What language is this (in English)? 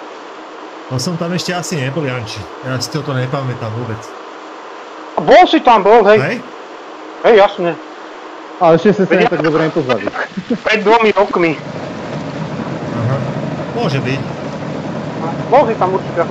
Slovak